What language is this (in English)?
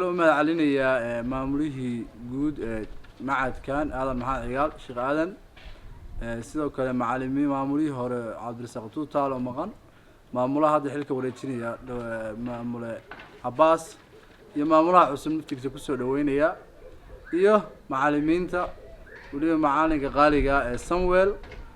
Somali